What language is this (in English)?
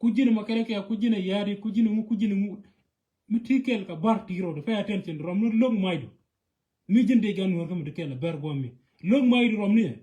Nuer